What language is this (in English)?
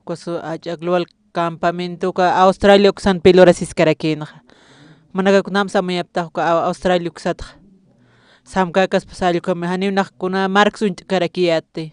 Aymara